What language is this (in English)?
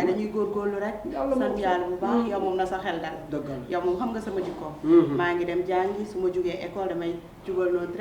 Wolof